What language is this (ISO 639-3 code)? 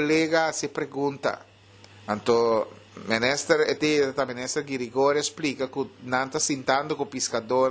pap